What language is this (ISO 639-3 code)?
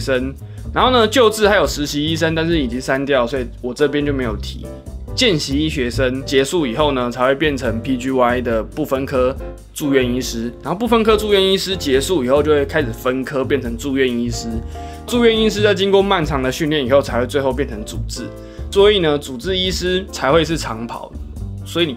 zho